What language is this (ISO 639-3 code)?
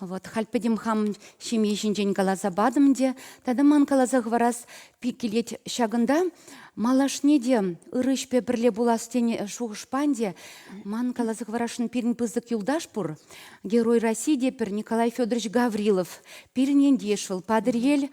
chv